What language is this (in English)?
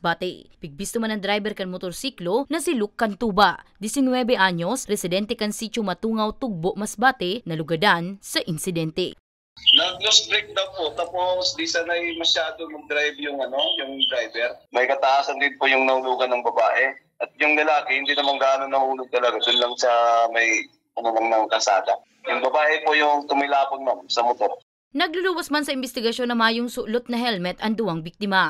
Bikol